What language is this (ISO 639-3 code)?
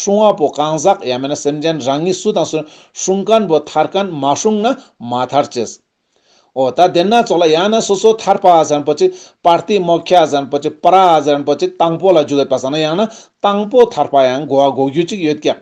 lbj